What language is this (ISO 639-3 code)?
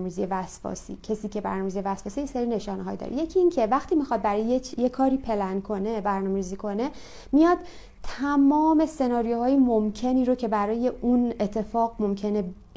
fas